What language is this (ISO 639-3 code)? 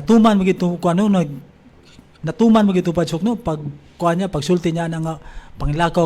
ceb